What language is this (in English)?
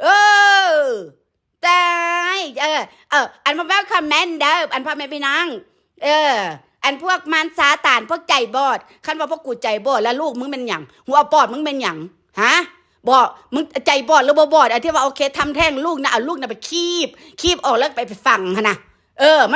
Northeastern Thai